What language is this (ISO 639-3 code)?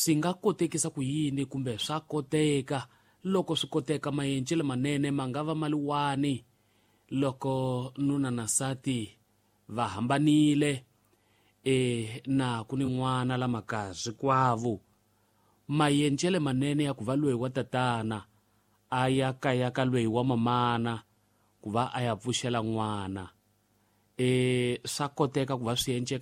tso